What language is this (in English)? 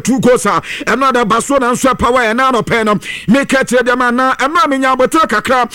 Akan